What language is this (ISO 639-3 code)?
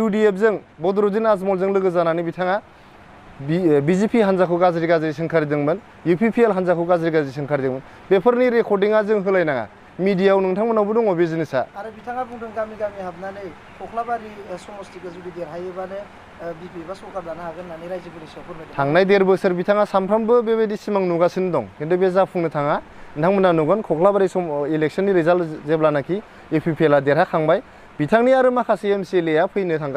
brx